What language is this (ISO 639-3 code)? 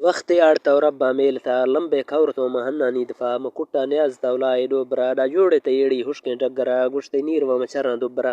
bal